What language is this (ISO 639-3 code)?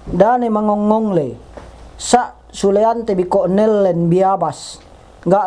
yka